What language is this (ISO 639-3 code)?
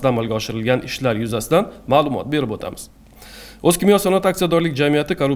uzb